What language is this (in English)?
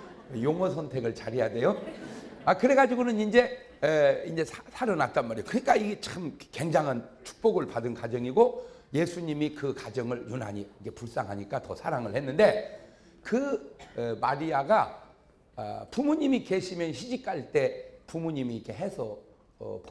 Korean